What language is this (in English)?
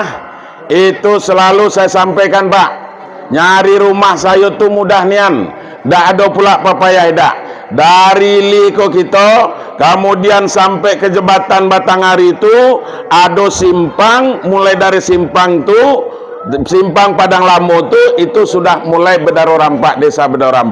Minangkabau